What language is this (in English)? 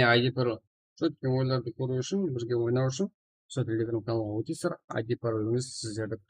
Kara-Kalpak